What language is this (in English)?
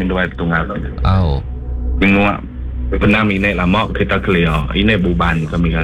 Iban